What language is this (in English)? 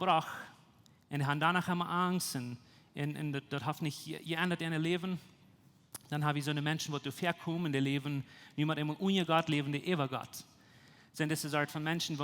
Plautdietsch